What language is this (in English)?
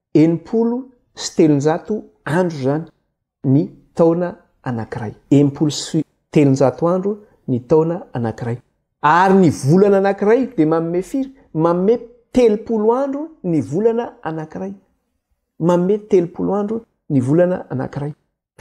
Malagasy